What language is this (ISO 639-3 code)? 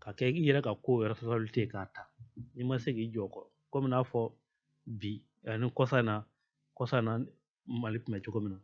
bam